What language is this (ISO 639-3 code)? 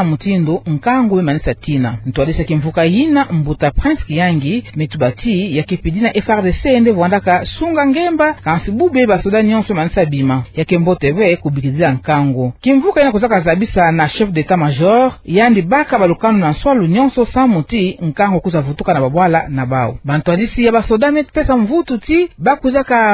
ktu